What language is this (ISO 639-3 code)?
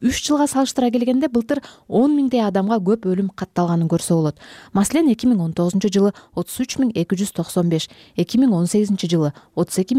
kir